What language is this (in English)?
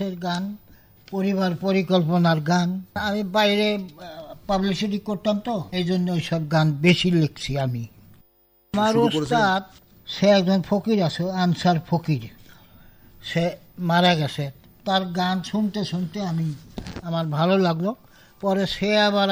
Bangla